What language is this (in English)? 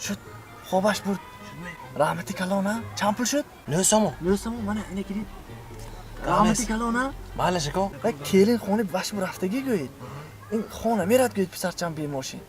Tajik